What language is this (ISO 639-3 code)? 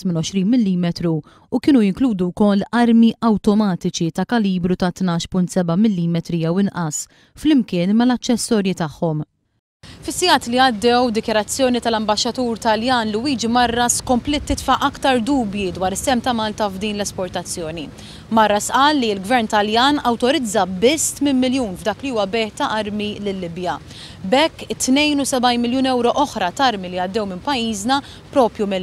mlt